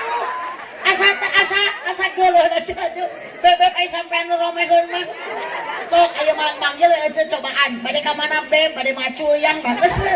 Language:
Sundanese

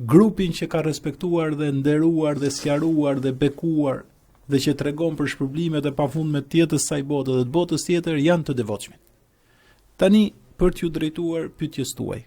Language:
Albanian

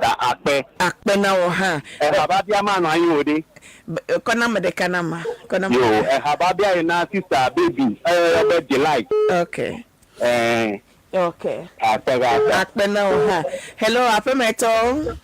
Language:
Ewe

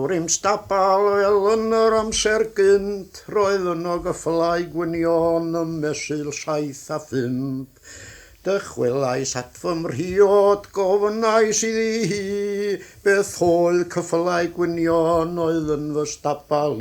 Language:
Welsh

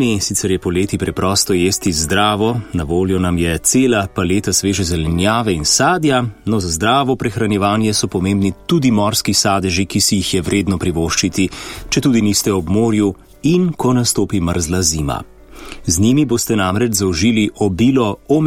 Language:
Slovenian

